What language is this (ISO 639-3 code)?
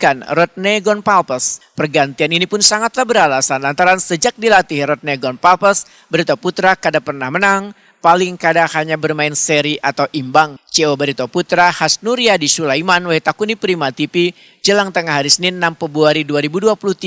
bjn